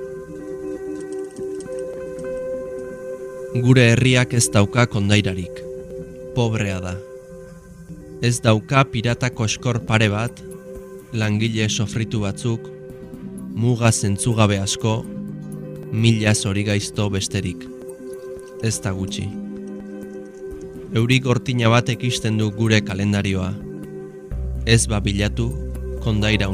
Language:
Basque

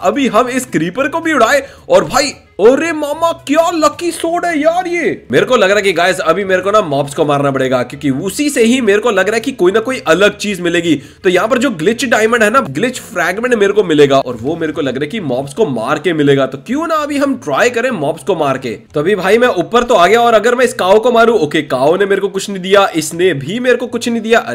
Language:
Hindi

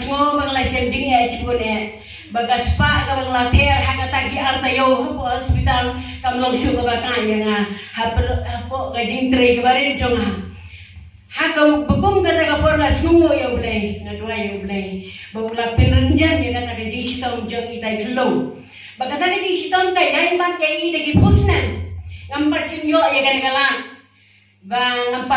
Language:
Khasi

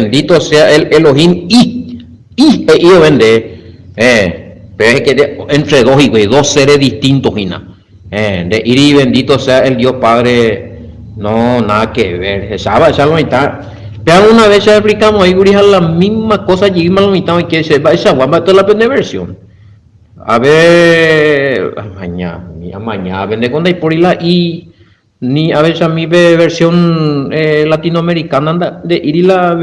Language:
Guarani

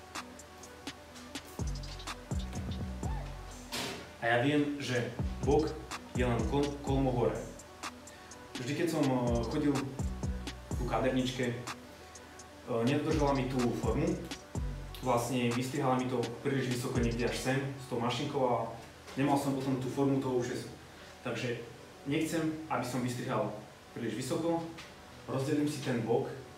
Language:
Slovak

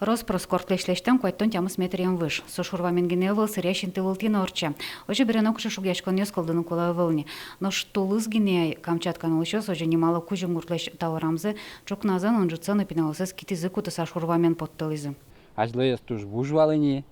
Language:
Udmurt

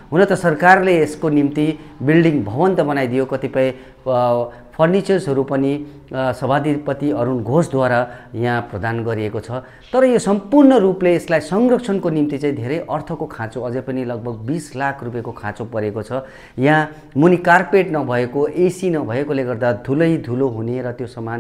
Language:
Nepali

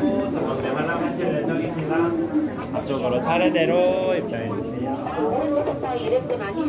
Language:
Russian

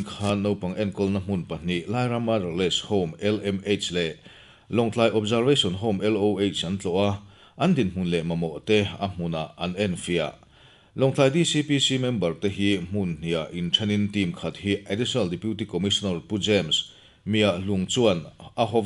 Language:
Mizo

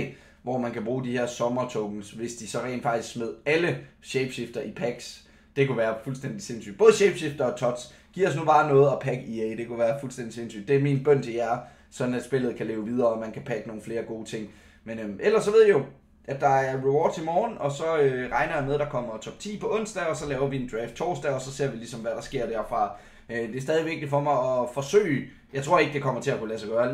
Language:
Danish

